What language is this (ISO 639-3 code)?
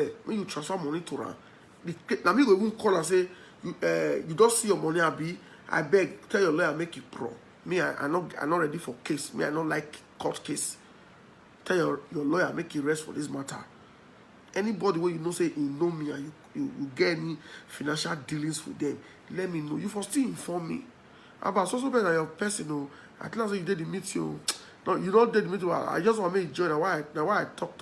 pcm